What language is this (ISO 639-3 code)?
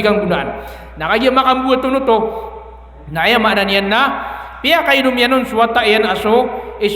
mrw